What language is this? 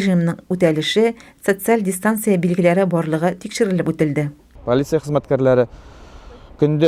Tatar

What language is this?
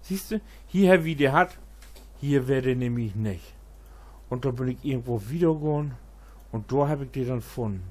Low German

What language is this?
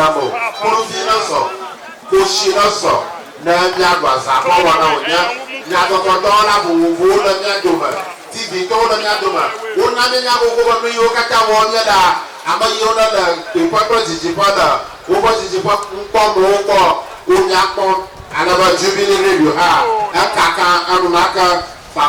Ewe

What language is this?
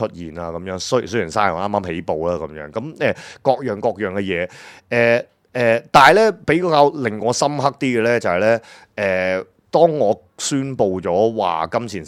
Cantonese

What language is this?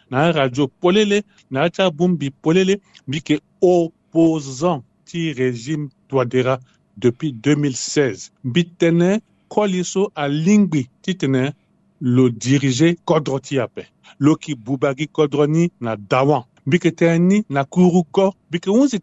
Sango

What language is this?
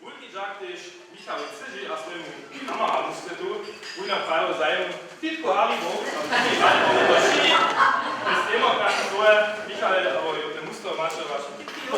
Upper Sorbian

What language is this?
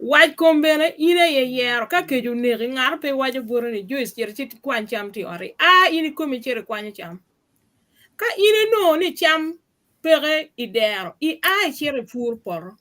Acoli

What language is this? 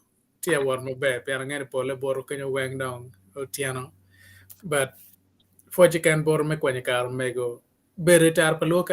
Acoli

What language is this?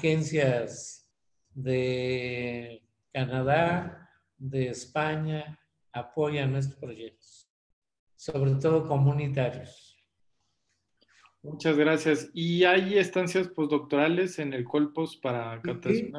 Spanish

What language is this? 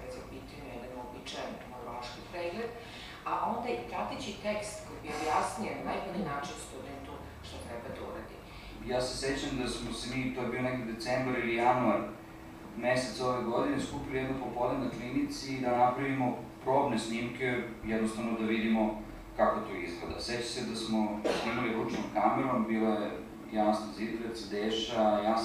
Serbian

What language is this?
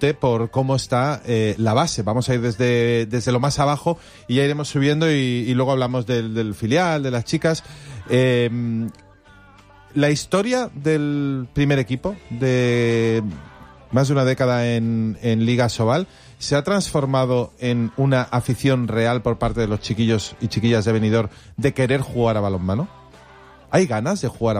Spanish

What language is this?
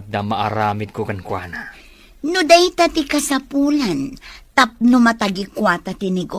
Iloko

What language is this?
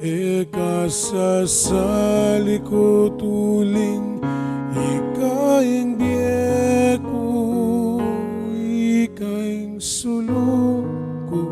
Pampanga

